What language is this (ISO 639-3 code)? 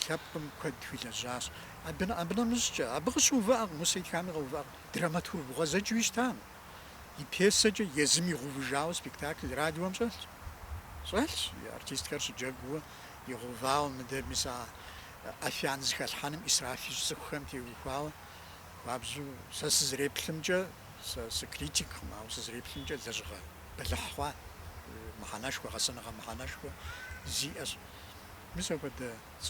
kbd